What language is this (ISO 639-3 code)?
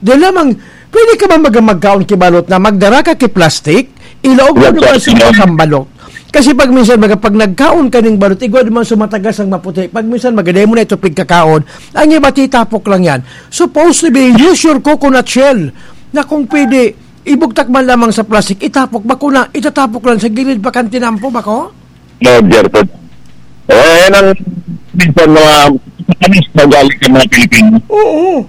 bik